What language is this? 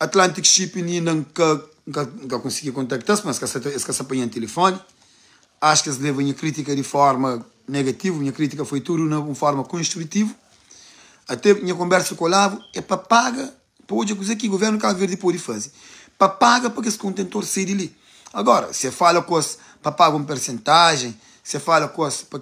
Kabuverdianu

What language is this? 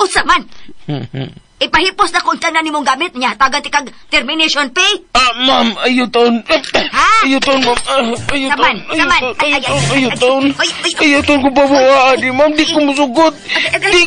Cebuano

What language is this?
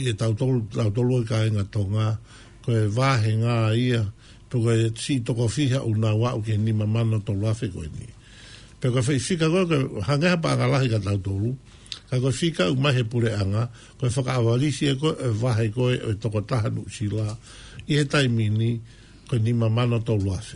Tongan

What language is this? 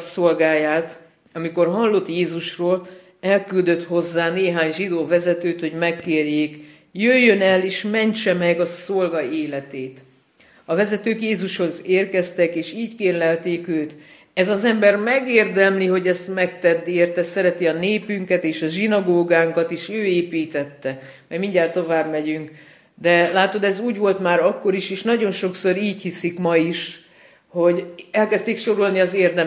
Hungarian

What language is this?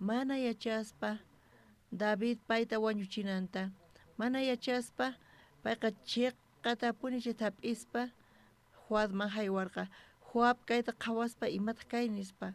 South Bolivian Quechua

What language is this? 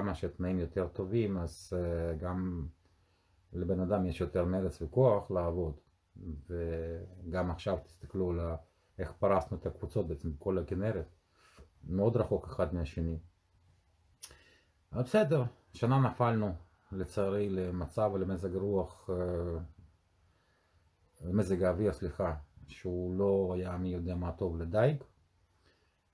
Hebrew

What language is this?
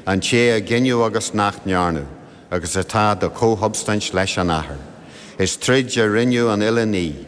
Irish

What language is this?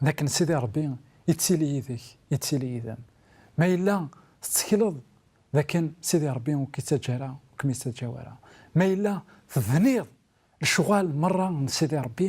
Kabyle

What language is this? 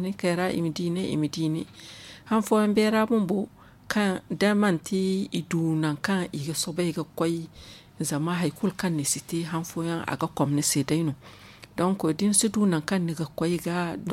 Zarma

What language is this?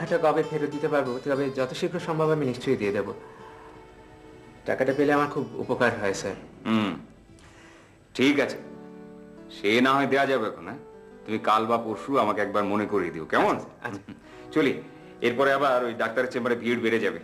Bangla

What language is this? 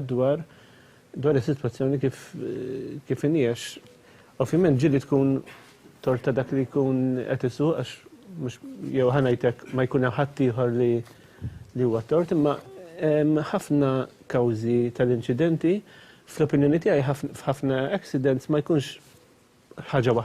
Maltese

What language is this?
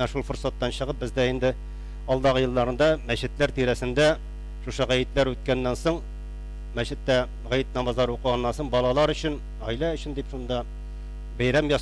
Tatar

